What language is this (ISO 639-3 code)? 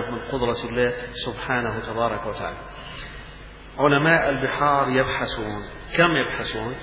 ara